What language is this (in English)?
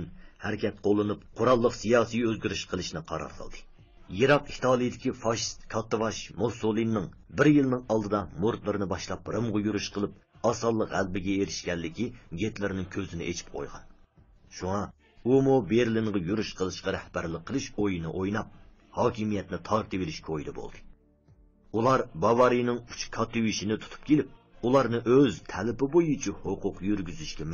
Uyghur